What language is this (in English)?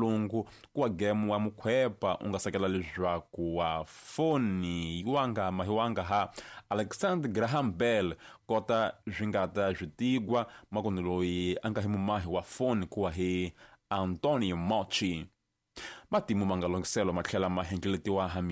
Tsonga